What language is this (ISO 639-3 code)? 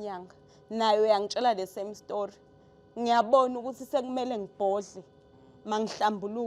zul